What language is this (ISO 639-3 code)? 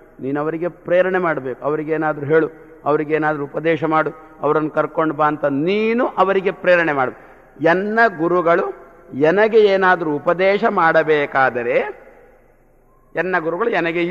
kan